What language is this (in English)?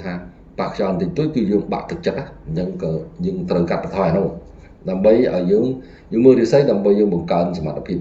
Khmer